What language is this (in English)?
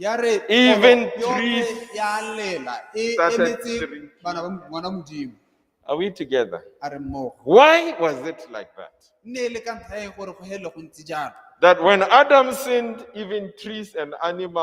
Tswana